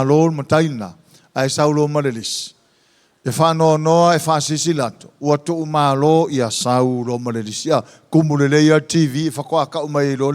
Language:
Samoan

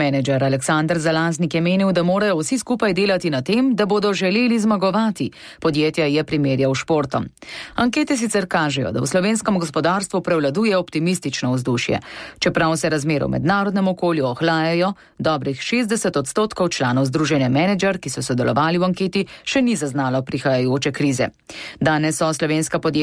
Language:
Slovenian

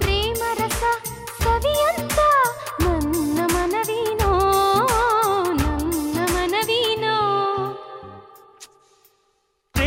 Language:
Kannada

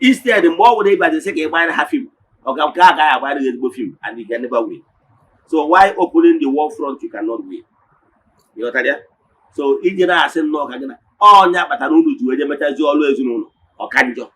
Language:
Igbo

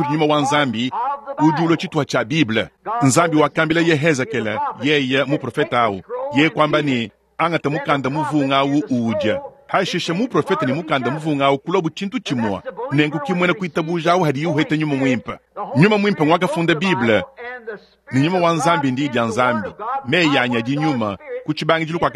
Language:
Luba-Lulua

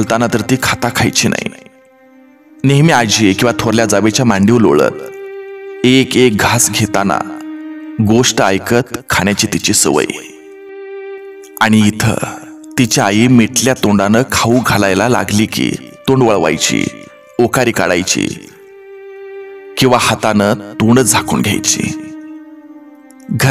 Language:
Marathi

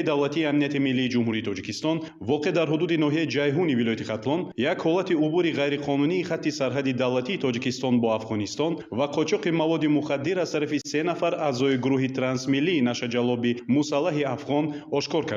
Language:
Tajik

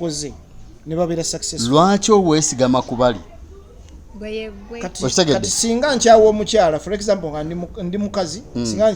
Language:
Ganda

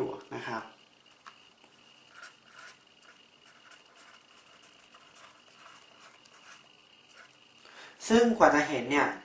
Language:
Thai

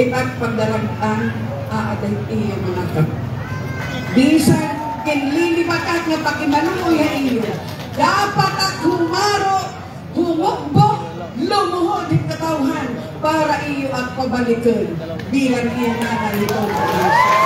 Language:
Waray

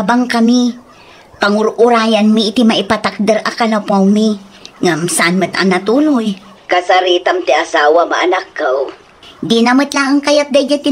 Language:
Iloko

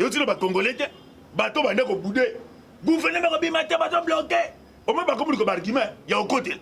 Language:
Lingala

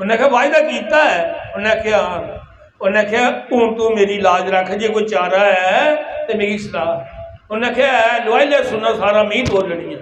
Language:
Dogri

